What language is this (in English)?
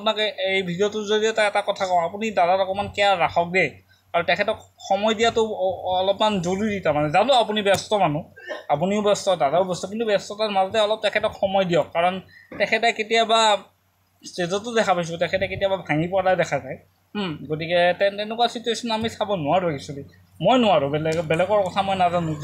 Assamese